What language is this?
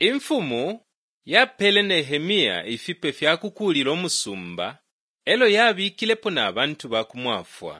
Bemba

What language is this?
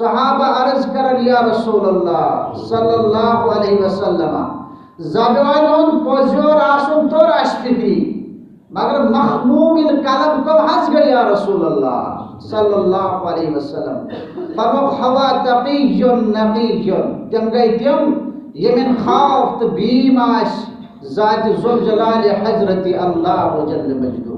Kashmiri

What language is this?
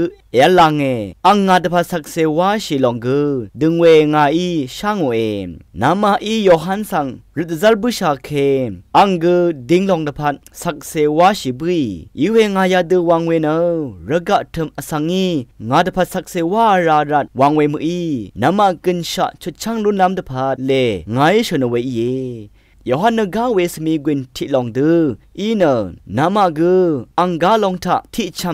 Rawang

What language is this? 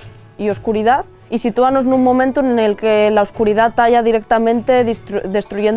Asturian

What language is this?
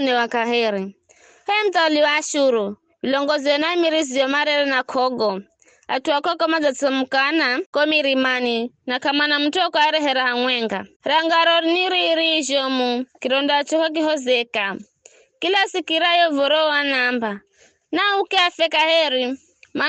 Giryama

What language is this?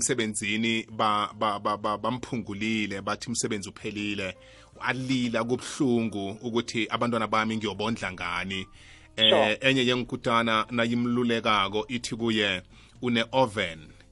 South Ndebele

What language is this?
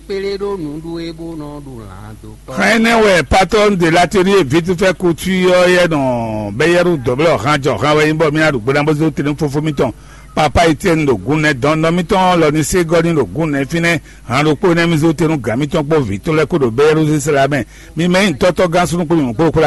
Fon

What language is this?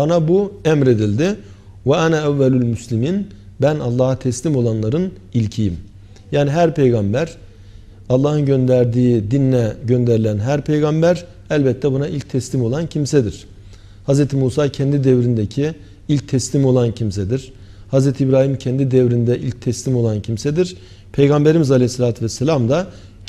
Turkish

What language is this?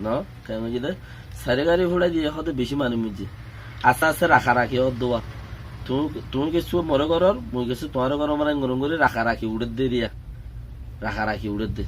Rohingya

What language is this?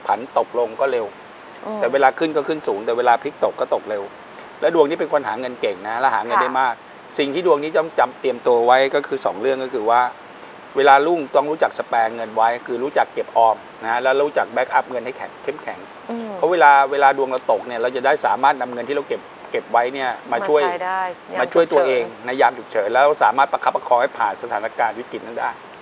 Thai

